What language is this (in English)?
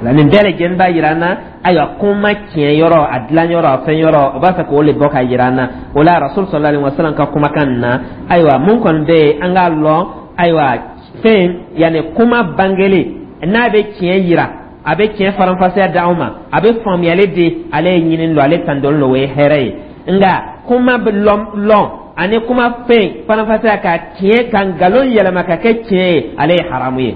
Dyula